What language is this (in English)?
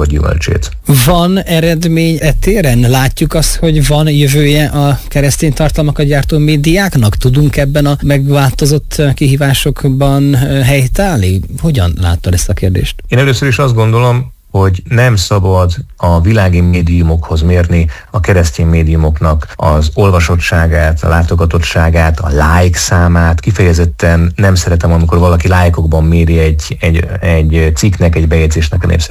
Hungarian